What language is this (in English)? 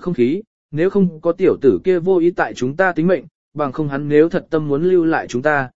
Vietnamese